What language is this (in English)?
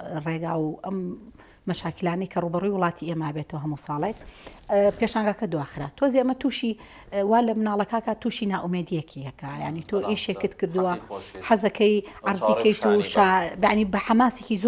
Central Kurdish